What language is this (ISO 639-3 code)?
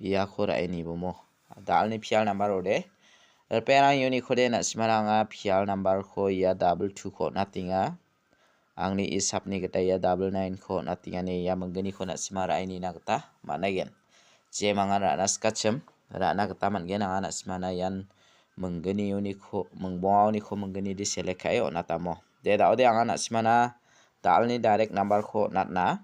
grt